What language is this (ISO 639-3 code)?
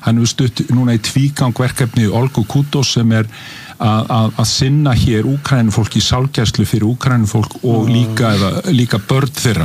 isl